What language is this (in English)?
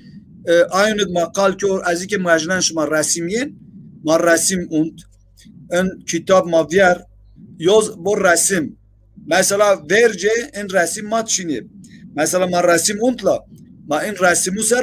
Zaza